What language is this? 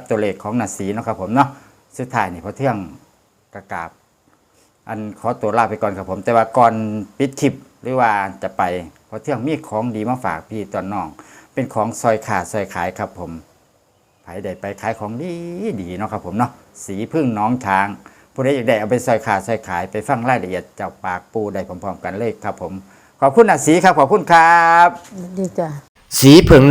Northeastern Thai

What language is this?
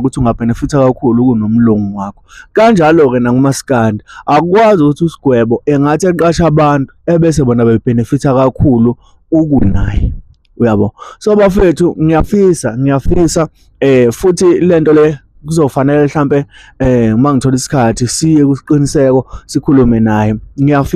Zulu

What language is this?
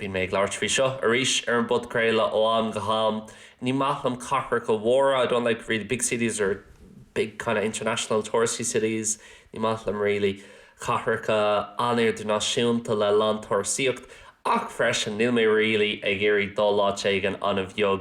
Irish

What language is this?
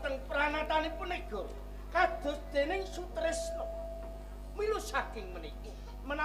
Javanese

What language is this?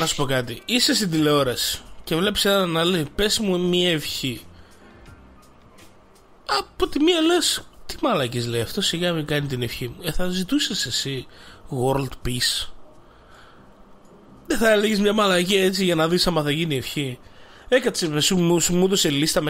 Greek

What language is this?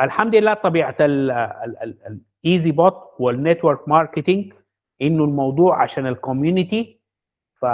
Sudanese Arabic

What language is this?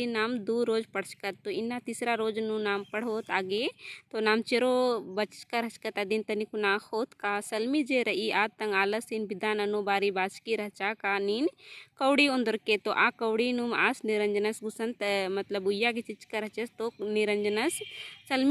Kurukh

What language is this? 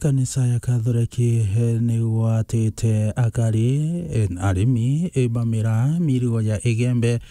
Meru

